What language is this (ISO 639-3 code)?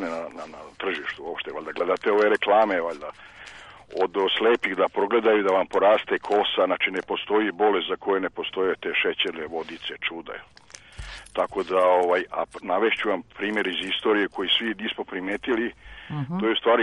srp